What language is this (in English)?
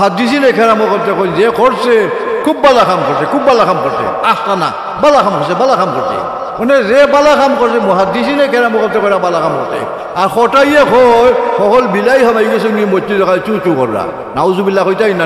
Sylheti